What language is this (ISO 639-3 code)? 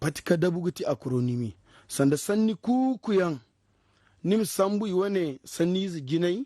dje